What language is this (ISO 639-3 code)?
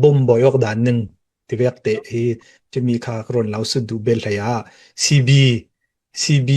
cfm